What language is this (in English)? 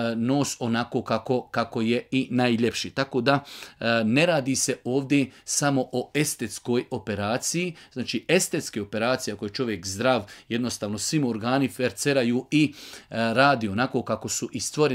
Bosnian